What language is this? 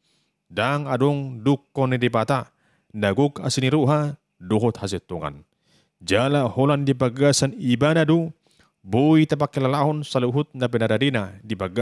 Batak Toba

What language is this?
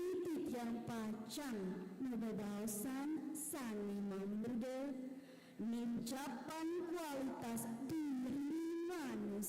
Balinese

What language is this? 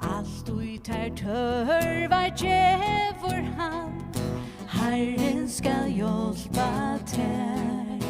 Faroese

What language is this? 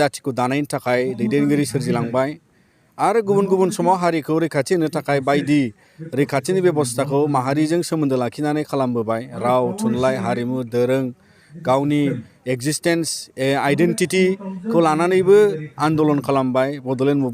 Bodo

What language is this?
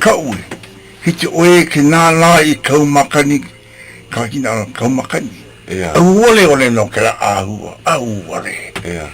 Hawaiian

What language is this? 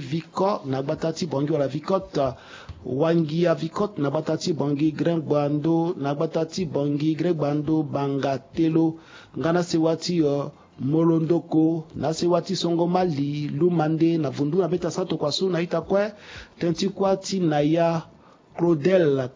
Sango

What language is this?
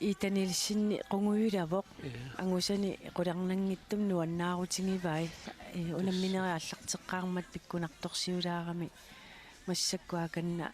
Kalaallisut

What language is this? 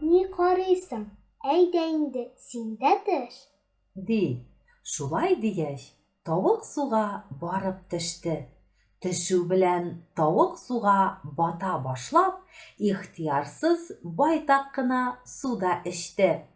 Tatar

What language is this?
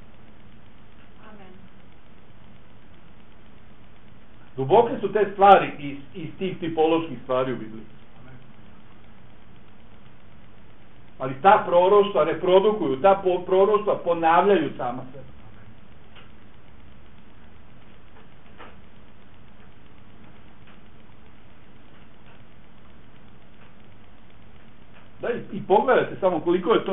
Bosnian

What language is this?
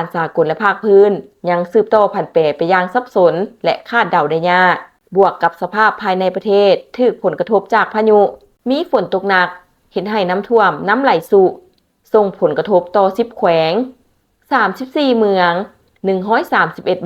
Lao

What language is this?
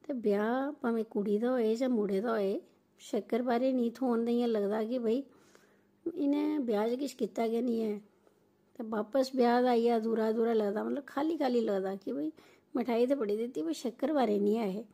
Dogri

